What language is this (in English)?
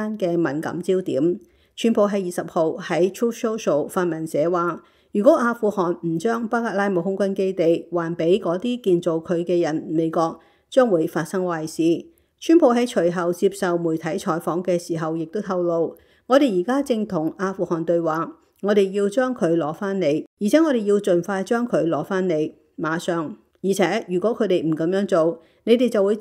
Cantonese